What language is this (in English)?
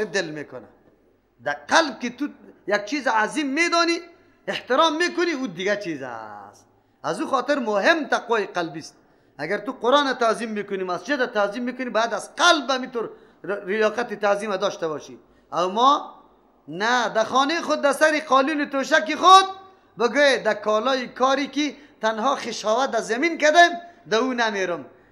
Persian